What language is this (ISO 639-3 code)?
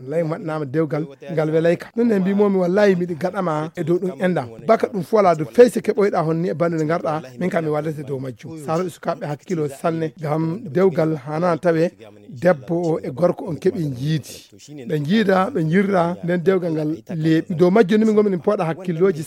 ful